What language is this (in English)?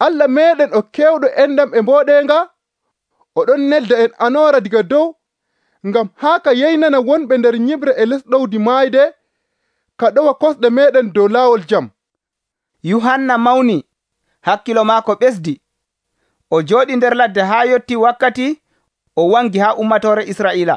Nigerian Fulfulde